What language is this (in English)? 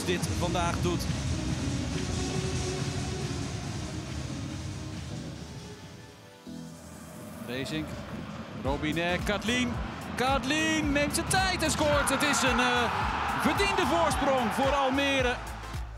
Dutch